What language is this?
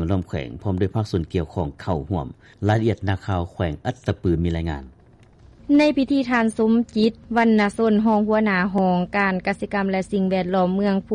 Lao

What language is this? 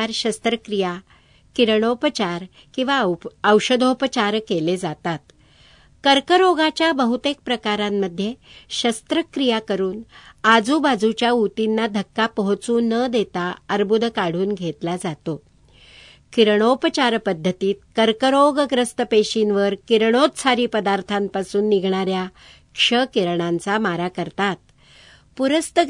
Marathi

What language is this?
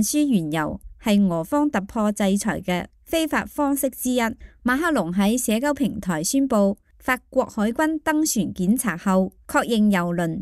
Cantonese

